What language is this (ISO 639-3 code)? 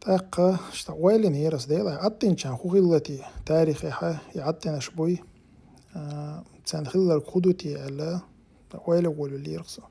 che